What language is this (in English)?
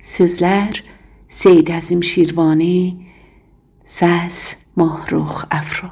South Azerbaijani